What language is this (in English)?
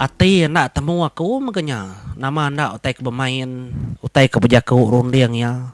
Iban